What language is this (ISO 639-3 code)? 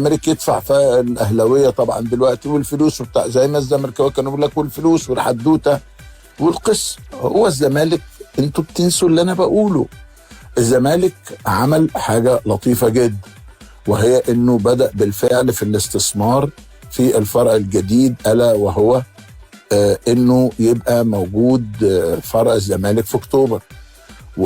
arz